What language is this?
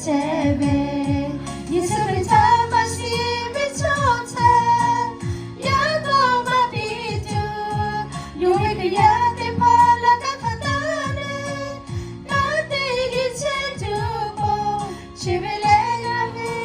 Lahu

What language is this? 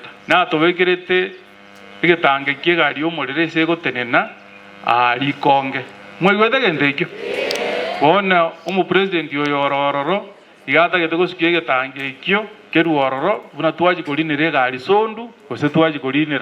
Gusii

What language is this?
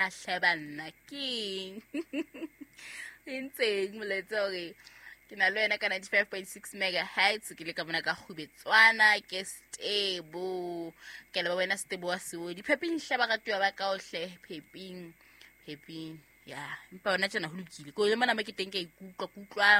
Southern Sotho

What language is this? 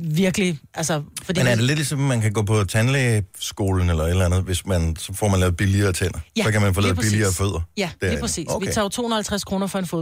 Danish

